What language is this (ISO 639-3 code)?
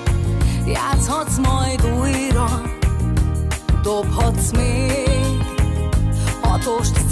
hun